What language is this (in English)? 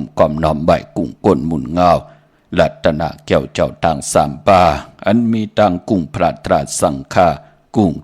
Shan